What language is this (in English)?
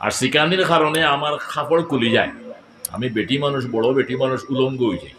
Sylheti